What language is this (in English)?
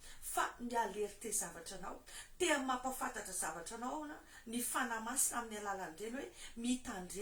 Malagasy